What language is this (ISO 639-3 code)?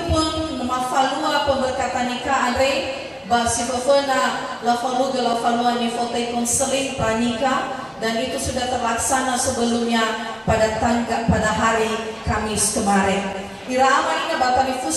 nia